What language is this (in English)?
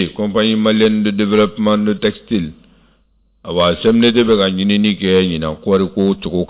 Bambara